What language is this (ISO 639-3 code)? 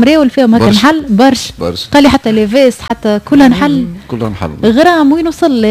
aeb